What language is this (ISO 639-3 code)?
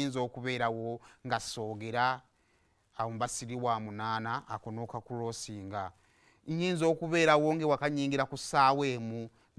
lug